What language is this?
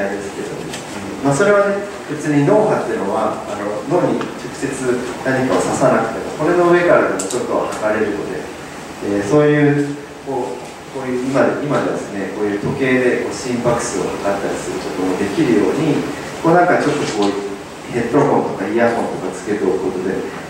Japanese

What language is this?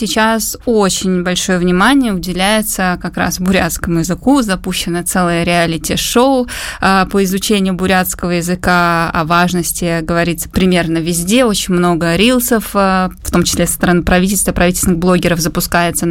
Russian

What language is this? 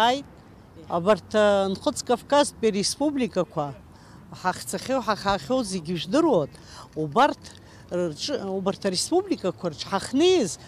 Abkhazian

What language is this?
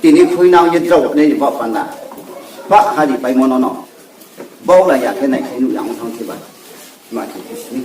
Riang (India)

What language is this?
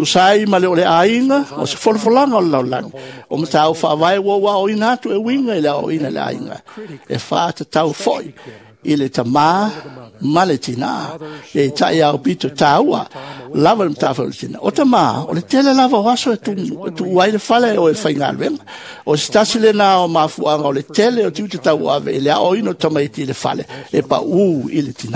Samoan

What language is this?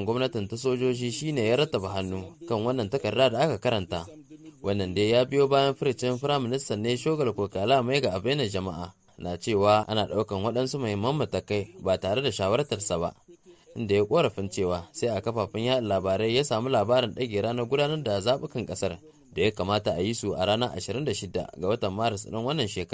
Hausa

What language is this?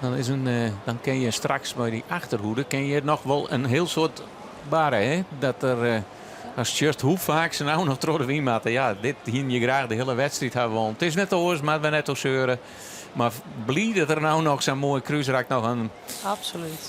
Western Frisian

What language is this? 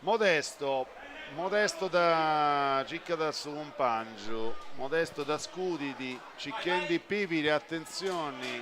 Sardinian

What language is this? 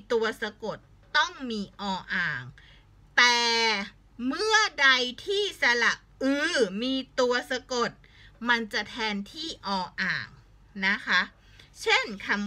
Thai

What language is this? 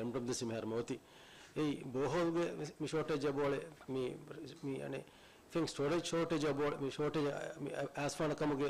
Divehi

